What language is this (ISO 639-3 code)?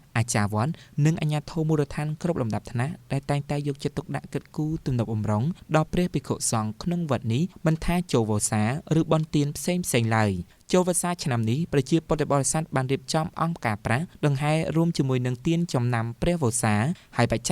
khm